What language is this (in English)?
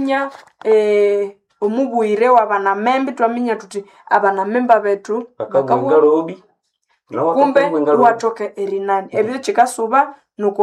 Nande